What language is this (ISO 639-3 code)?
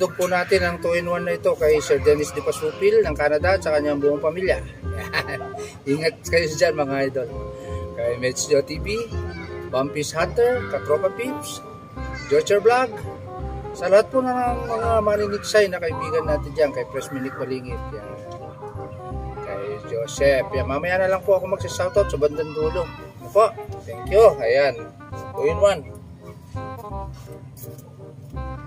fil